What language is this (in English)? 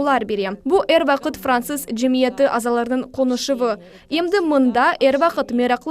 Crimean Tatar